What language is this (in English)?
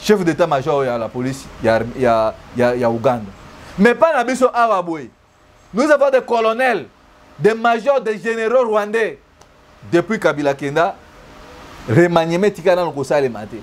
Lingala